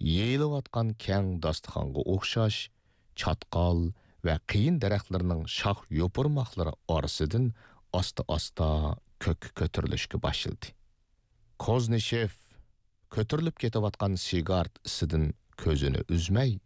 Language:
Uyghur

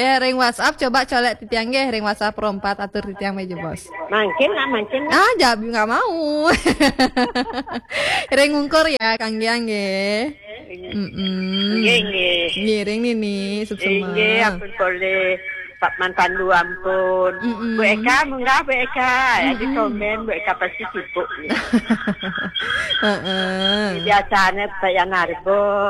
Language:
Balinese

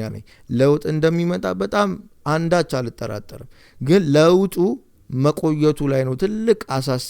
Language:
Amharic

